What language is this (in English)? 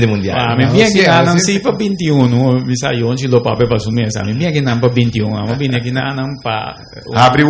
Papiamento